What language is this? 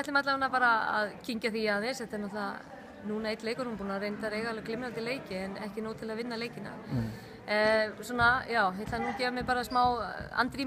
Icelandic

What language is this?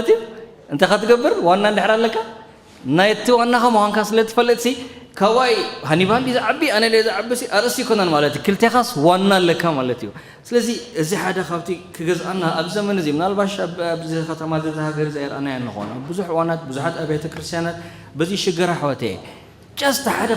Tigrinya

